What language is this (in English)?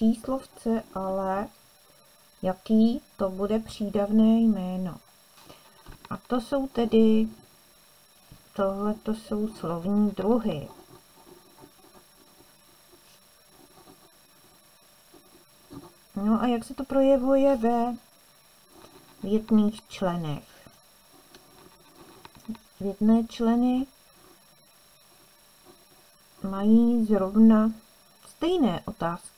Czech